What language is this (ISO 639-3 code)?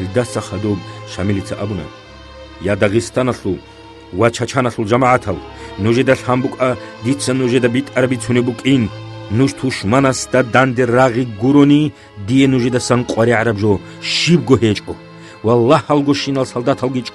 ava